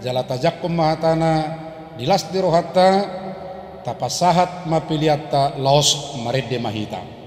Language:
Batak Toba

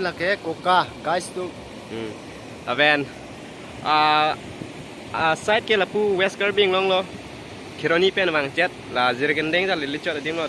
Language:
Karbi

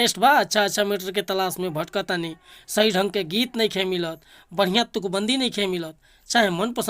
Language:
Bhojpuri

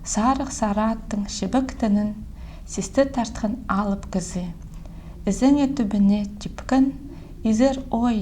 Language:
Khakas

